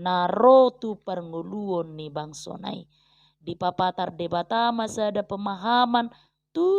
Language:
Batak Toba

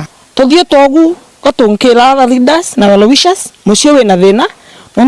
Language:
Meru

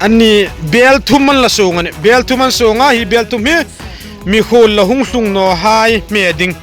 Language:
Hmar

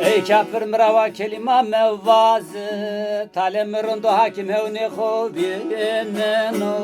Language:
Zaza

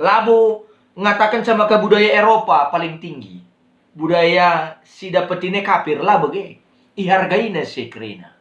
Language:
Batak Karo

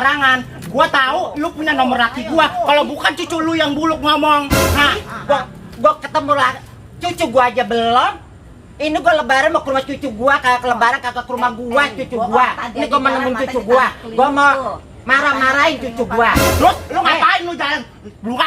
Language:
Betawi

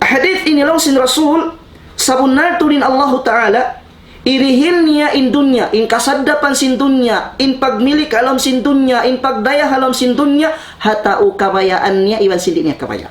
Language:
Tausug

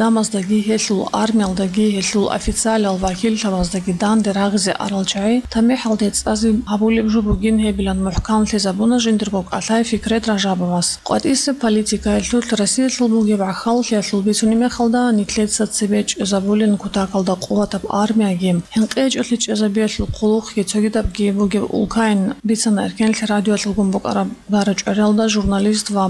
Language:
Avaric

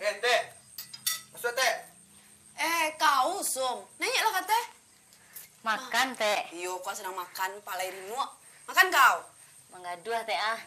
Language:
Minangkabau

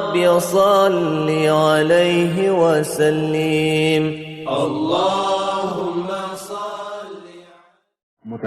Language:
Achinese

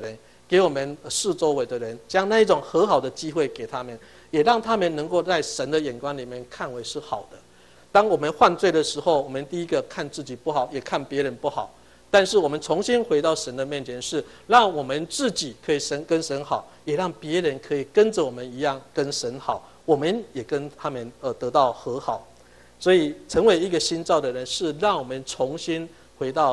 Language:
Chinese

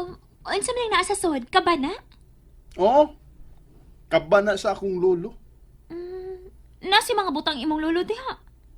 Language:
Cebuano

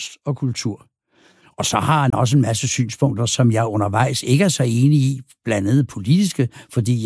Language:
Danish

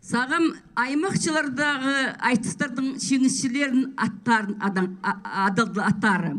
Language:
Khakas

